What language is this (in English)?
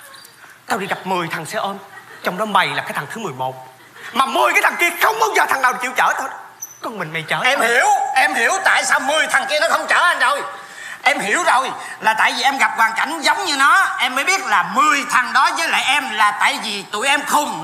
Vietnamese